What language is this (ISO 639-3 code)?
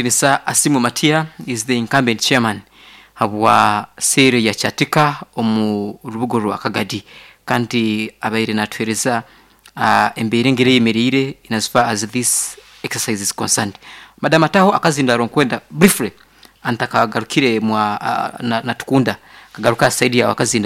nyn